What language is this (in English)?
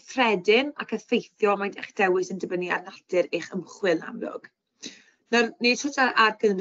Welsh